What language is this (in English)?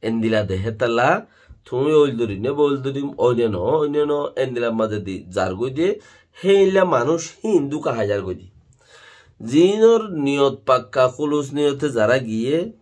Rohingya